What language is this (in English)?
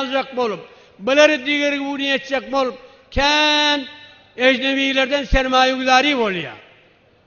Turkmen